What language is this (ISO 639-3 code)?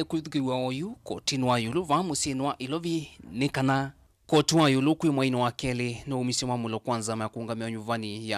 kam